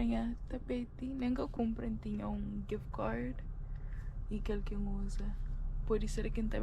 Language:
Kabuverdianu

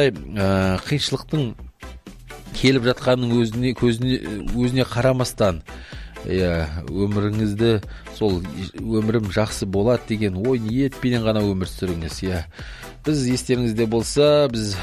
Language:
Kazakh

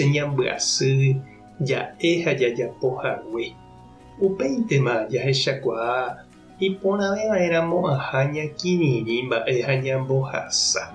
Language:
Guarani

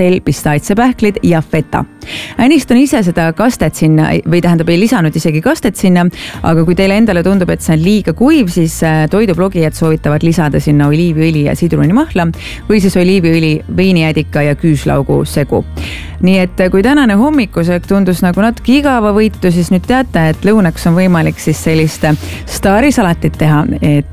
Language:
Estonian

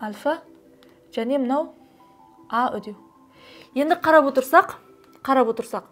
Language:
Kazakh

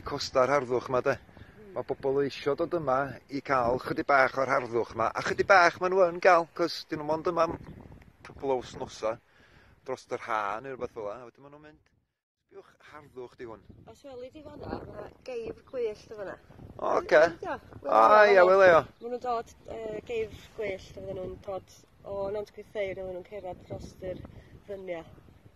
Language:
Welsh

